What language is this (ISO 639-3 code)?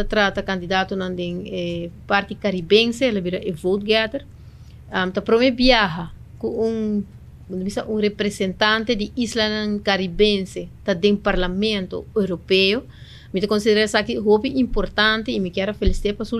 pap